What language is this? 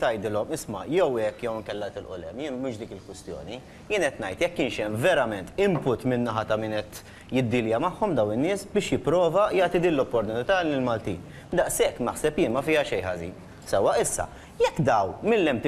Maltese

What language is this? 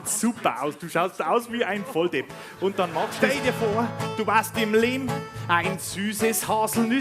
Bavarian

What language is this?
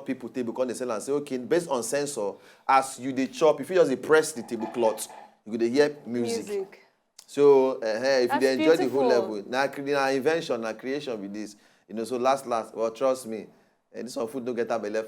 Nigerian Pidgin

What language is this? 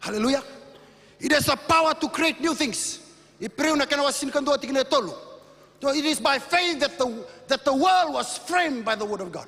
Fijian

